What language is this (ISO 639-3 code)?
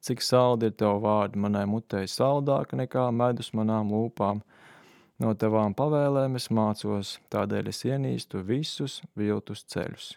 lav